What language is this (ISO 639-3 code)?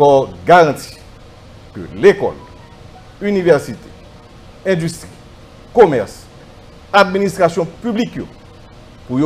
hat